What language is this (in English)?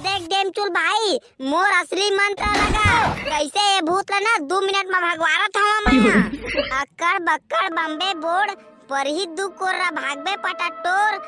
Chhattisgarhi